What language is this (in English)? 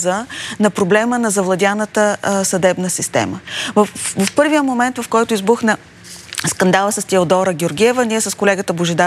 Bulgarian